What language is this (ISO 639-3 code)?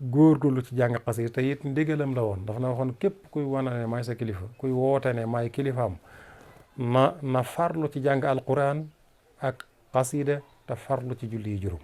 wol